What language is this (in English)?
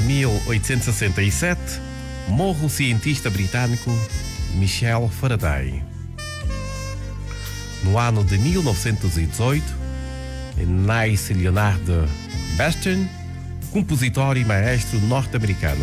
Portuguese